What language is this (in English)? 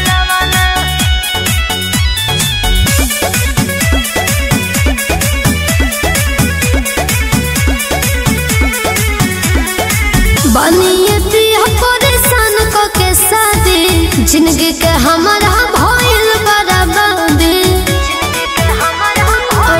Bhojpuri